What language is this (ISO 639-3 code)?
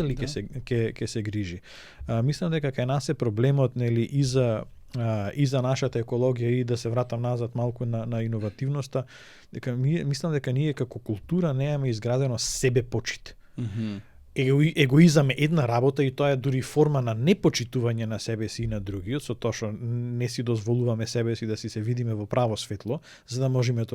mkd